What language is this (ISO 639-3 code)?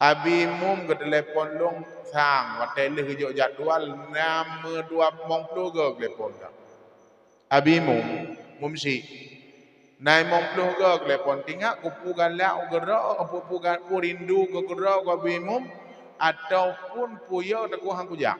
ace